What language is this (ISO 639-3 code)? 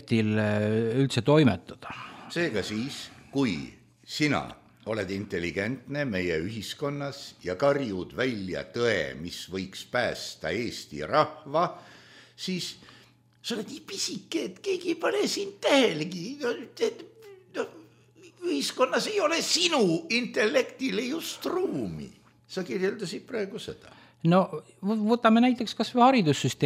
est